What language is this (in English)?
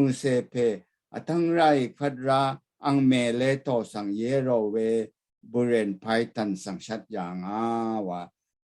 Rawang